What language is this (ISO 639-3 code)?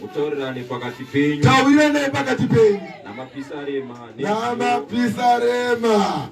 sna